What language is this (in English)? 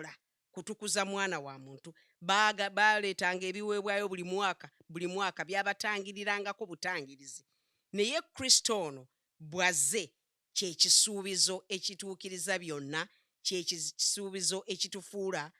Ganda